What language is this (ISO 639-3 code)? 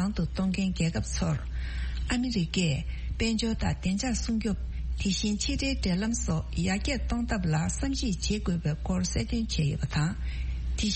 bod